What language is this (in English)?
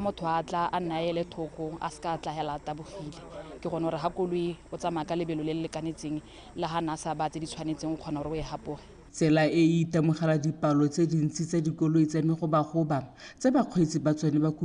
Tswana